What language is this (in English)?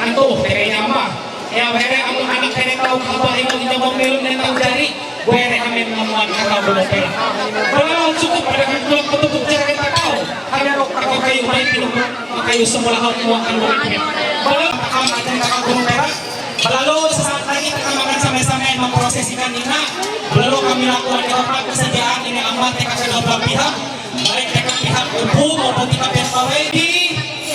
Ma'anyan